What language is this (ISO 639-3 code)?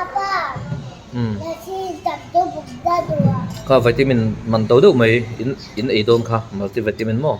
lus